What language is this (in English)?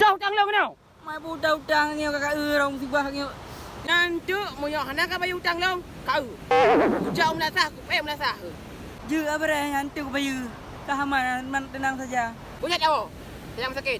Achinese